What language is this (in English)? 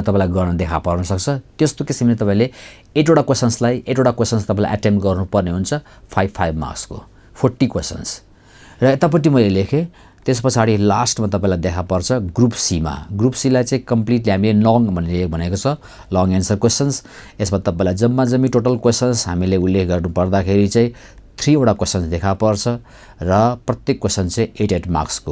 Nepali